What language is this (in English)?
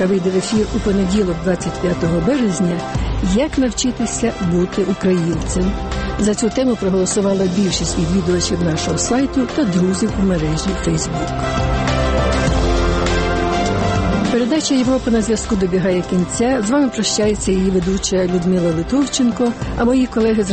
Ukrainian